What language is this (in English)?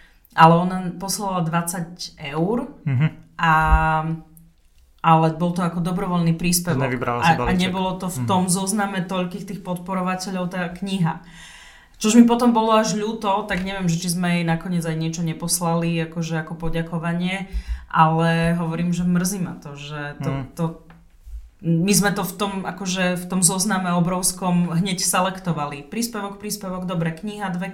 Slovak